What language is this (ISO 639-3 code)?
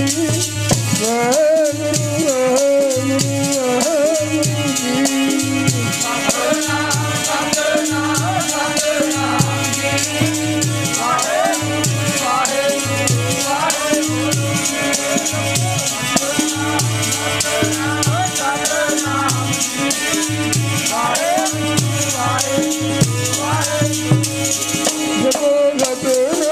pan